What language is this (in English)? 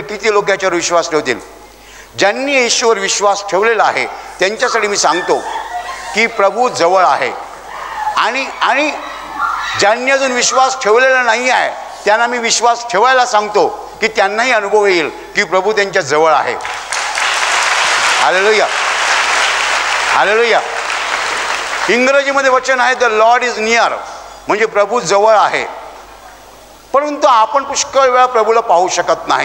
Marathi